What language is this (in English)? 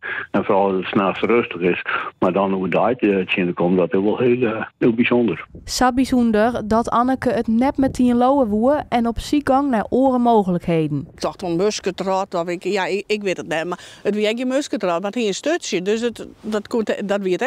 Western Frisian